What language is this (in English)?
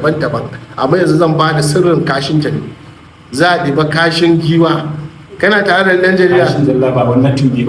Hausa